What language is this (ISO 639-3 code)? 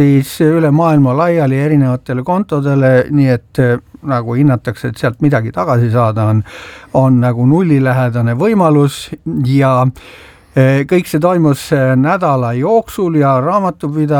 est